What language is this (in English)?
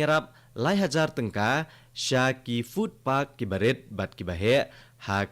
Khasi